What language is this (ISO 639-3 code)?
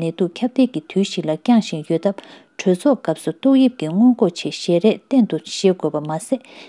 bod